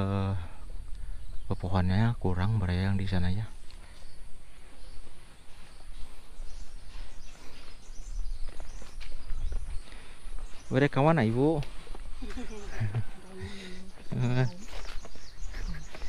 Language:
Indonesian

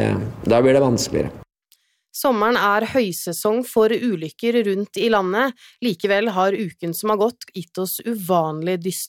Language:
Norwegian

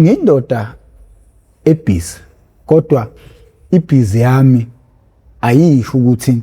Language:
Zulu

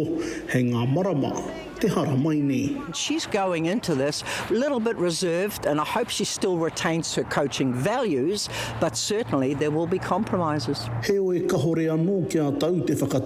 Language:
Māori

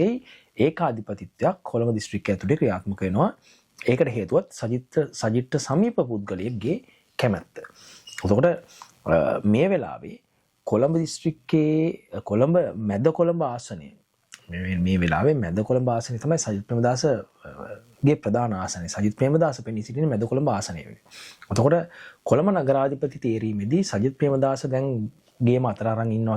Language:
Sinhala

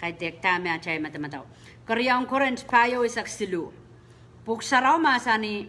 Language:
Pohnpeian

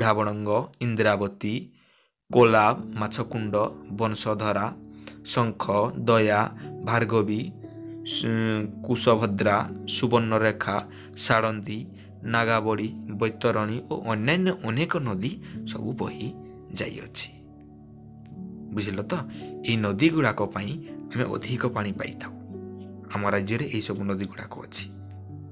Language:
Odia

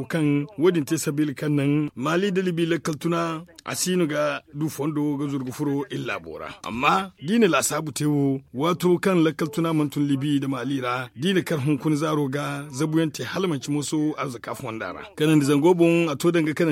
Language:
Zarma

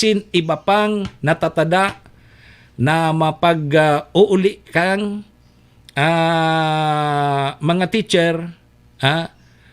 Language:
Bikol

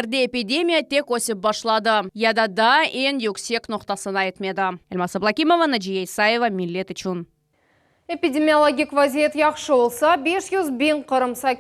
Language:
Crimean Tatar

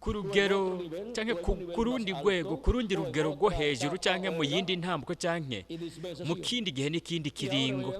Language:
Rundi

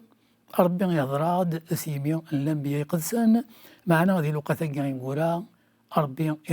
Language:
Kabyle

